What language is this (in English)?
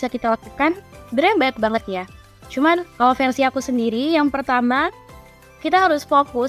Indonesian